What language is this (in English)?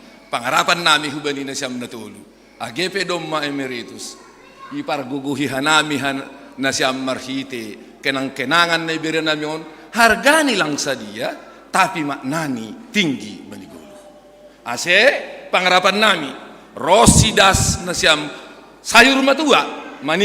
Batak Simalungun